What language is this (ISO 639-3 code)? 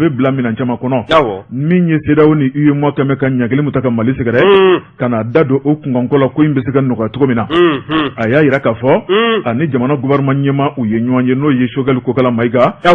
bam